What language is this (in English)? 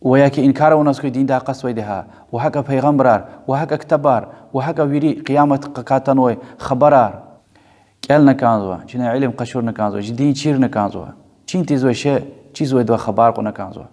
Lezghian